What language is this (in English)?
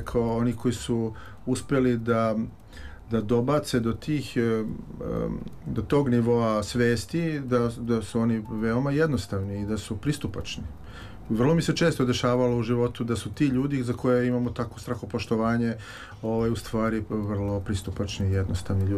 Serbian